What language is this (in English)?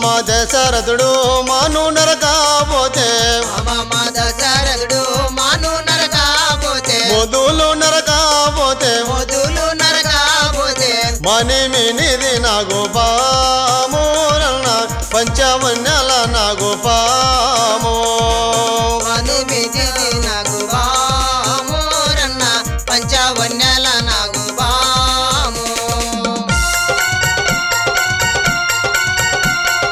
Telugu